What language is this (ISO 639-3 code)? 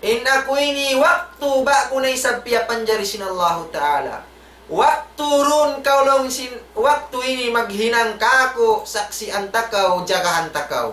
tsg